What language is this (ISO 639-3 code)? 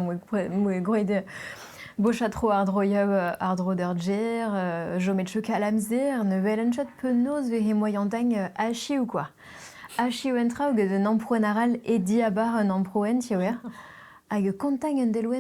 bre